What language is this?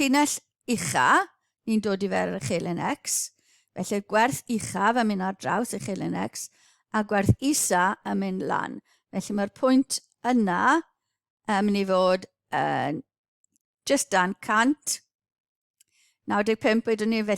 Welsh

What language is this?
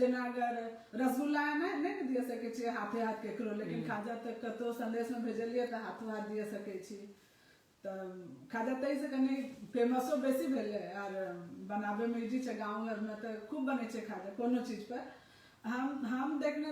Maithili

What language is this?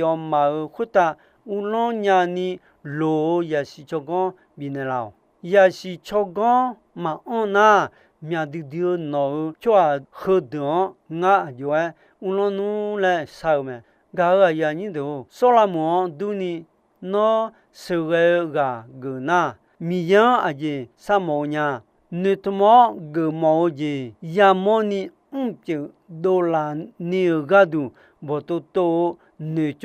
Akha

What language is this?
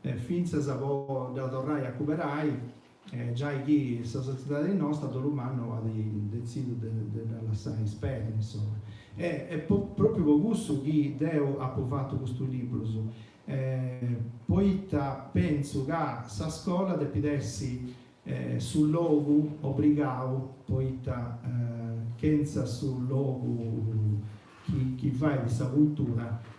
Sardinian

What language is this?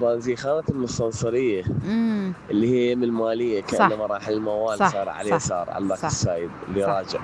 Mesopotamian Arabic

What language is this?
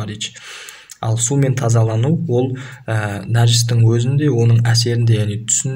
Kazakh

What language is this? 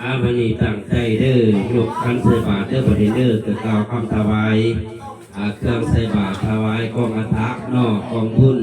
Northeastern Thai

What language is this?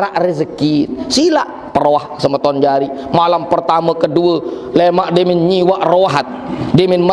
Sasak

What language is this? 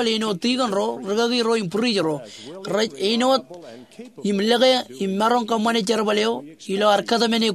Marshallese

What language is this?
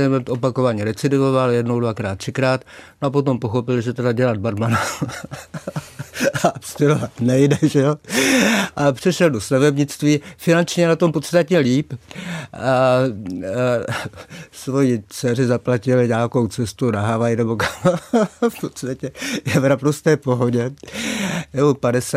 Czech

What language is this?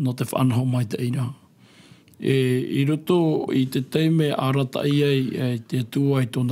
Tahitian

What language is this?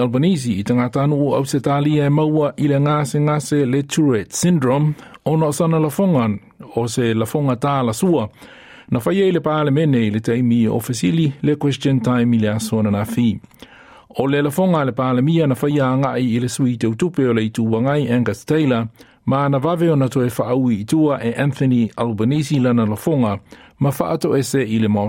Samoan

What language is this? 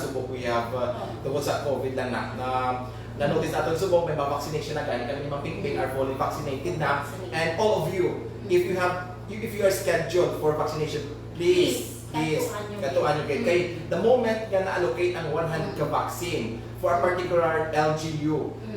Hiligaynon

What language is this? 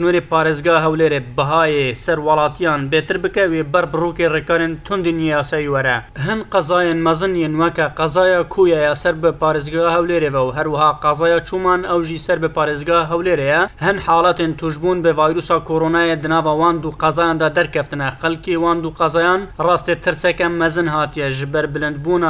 Kurdish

